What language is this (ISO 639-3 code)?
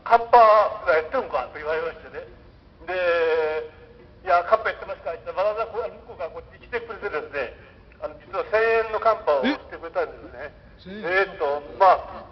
jpn